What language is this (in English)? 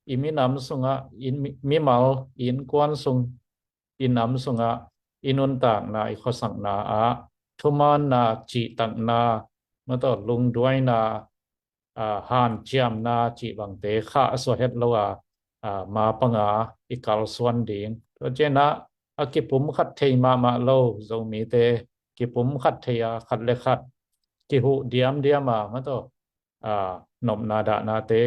Tedim Chin